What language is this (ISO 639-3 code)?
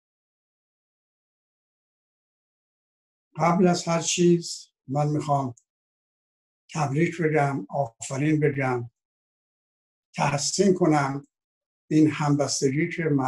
fas